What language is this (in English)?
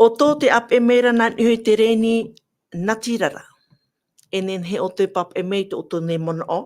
Tahitian